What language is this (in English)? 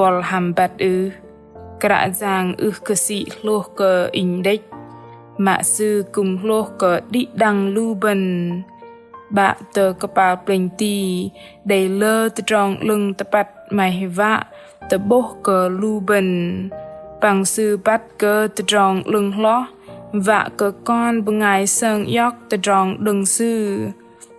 Bahnar